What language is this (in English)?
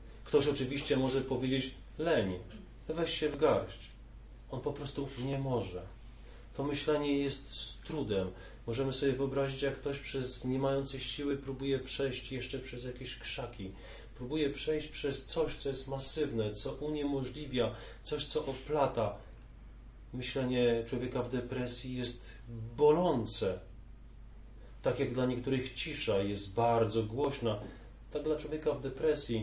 Polish